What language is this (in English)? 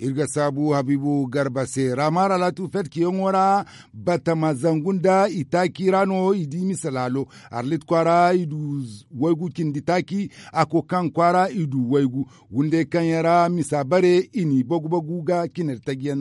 Zarma